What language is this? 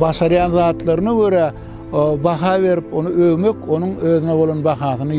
Turkmen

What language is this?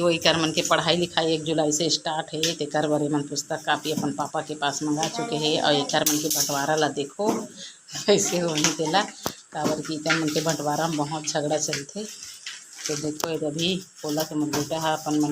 Chhattisgarhi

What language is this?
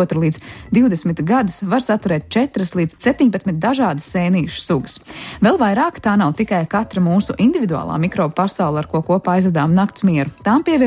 Latvian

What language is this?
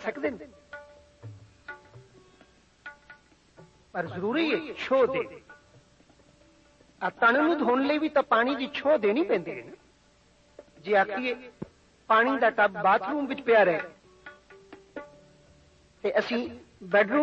Punjabi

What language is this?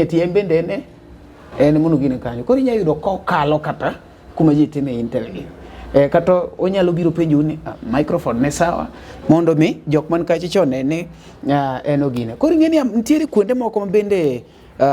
Luo (Kenya and Tanzania)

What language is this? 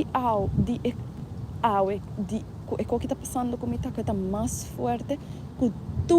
Papiamento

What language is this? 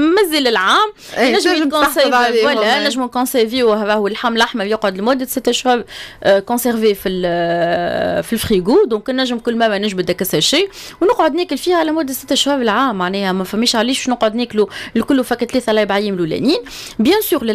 Tunisian Arabic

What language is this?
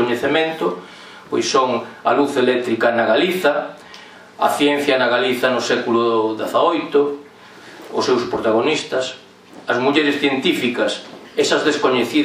Galician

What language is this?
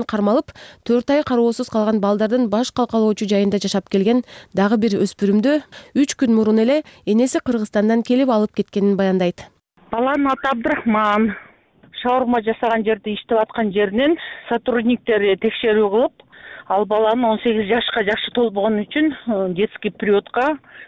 Kyrgyz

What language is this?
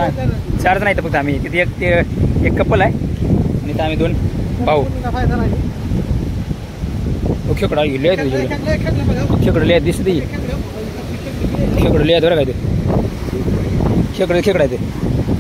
Marathi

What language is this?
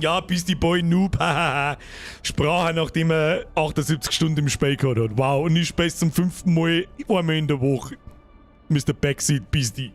Bavarian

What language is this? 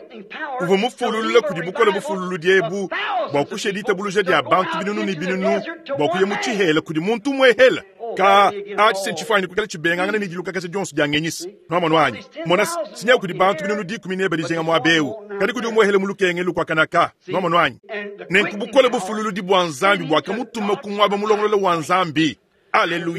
Luba-Lulua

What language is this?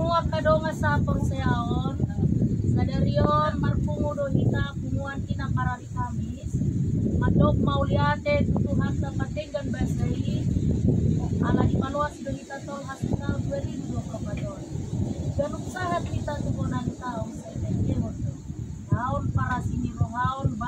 Batak Toba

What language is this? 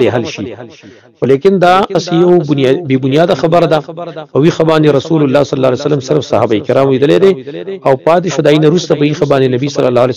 Pashto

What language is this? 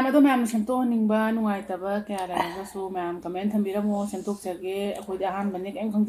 Manipuri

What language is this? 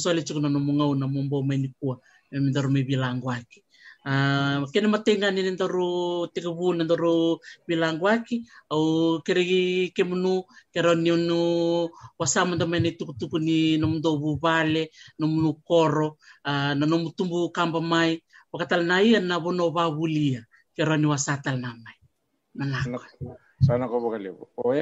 Fijian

